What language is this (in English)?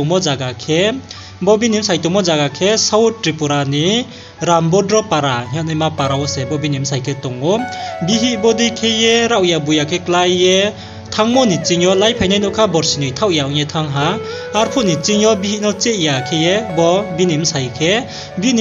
Riang (India)